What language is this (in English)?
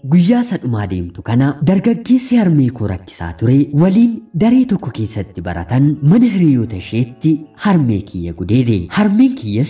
Oromo